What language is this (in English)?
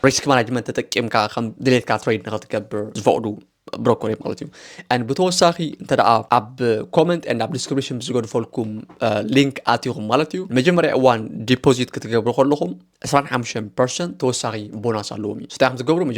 Tigrinya